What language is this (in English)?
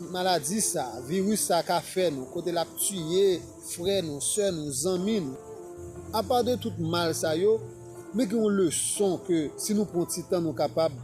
Haitian Creole